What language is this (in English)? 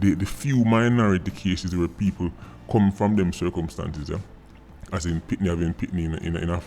Jamaican Creole English